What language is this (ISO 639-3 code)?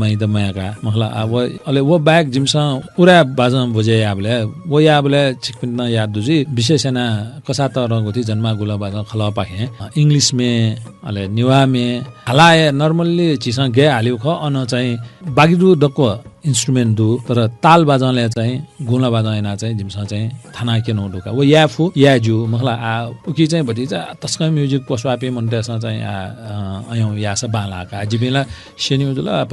new